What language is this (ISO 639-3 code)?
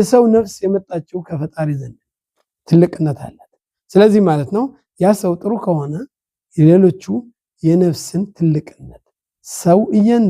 amh